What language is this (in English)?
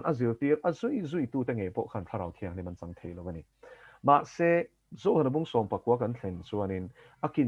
Mizo